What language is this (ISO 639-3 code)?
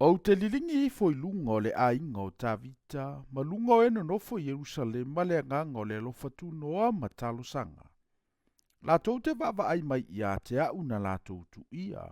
smo